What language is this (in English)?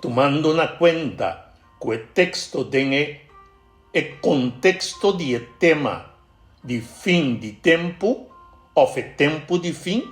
Papiamento